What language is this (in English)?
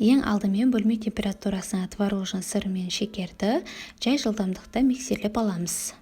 Kazakh